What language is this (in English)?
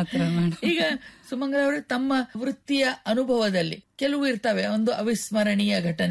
Kannada